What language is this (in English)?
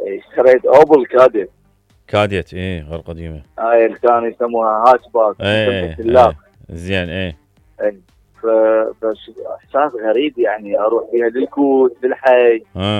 Mesopotamian Arabic